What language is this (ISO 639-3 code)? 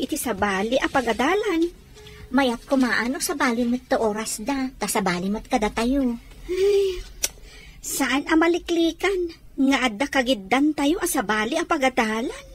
ilo